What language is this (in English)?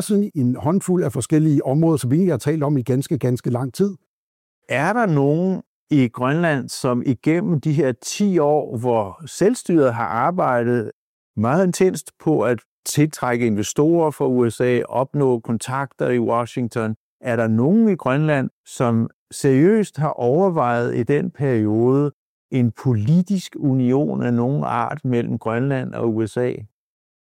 Danish